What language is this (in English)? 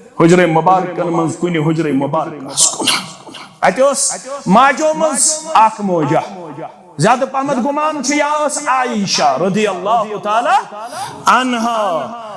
Kashmiri